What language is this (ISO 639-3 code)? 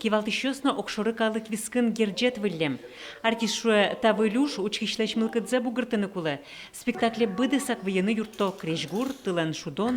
udm